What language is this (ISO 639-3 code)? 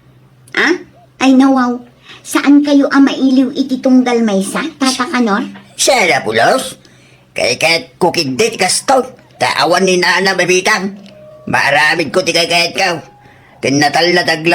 ilo